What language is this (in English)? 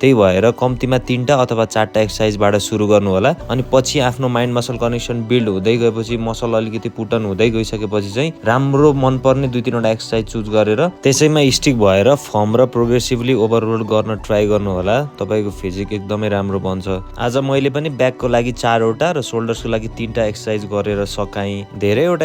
Nepali